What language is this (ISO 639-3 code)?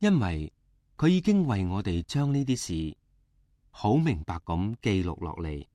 yue